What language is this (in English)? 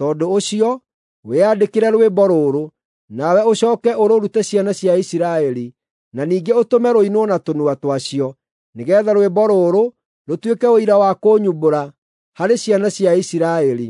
Kikuyu